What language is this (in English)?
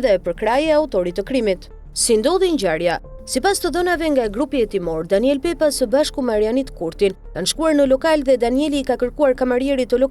Albanian